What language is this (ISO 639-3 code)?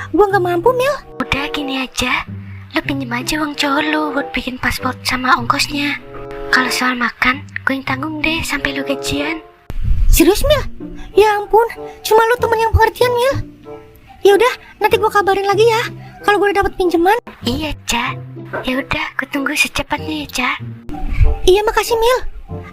bew